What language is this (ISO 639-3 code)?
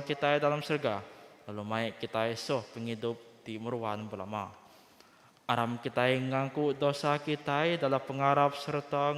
iba